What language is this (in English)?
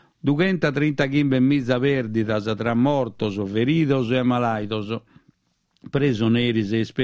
Sardinian